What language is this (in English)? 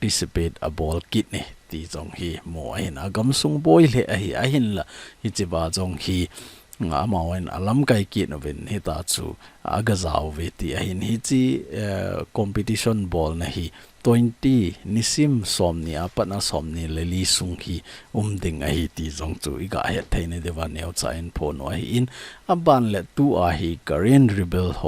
Thado Chin